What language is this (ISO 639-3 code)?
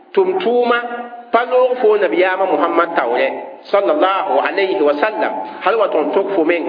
mos